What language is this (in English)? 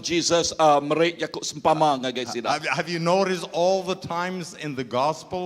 Iban